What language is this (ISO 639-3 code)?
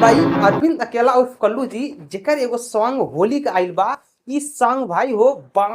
bho